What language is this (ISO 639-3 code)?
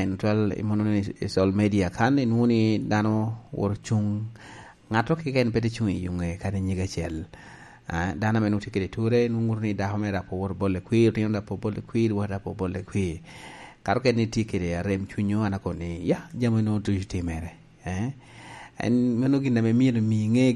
laj